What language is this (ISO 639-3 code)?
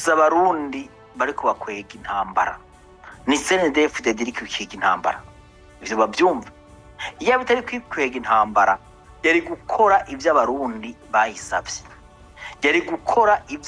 run